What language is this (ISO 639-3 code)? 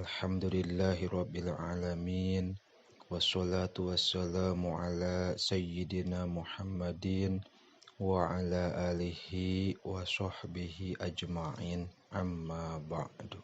sun